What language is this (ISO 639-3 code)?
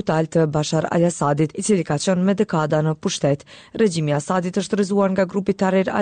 sqi